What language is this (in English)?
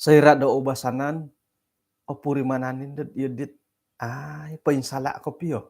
Central Dusun